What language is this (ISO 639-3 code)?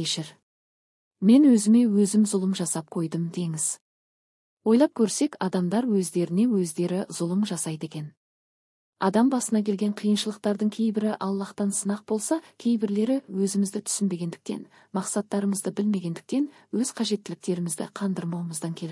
kaz